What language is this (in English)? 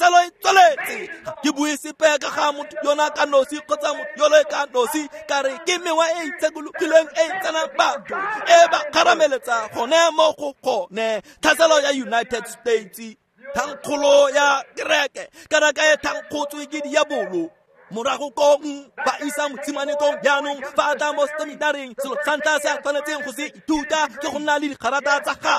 Tswana